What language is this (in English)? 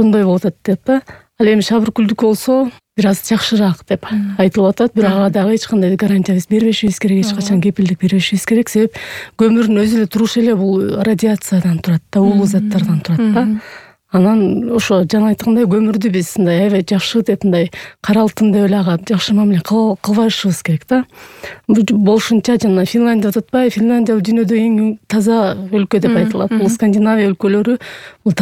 Kyrgyz